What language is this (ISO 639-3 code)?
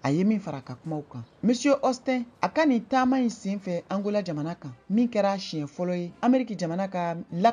bam